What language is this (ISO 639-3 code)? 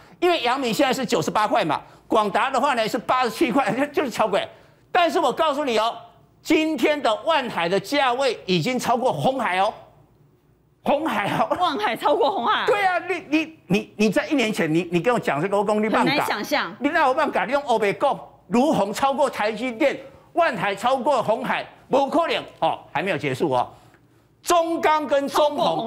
zho